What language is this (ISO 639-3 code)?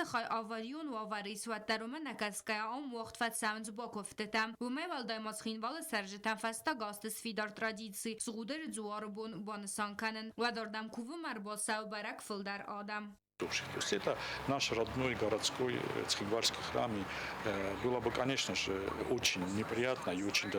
oss